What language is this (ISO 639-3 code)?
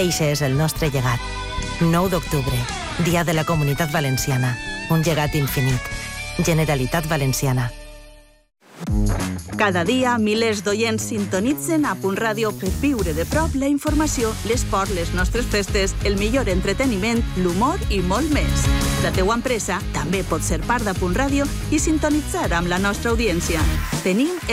cat